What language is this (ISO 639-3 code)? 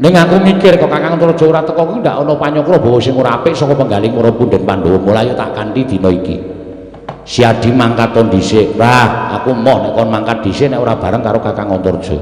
jav